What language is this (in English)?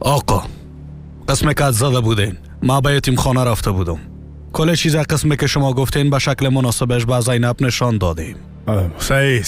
Persian